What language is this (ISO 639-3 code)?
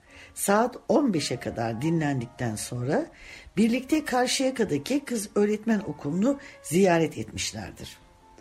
tur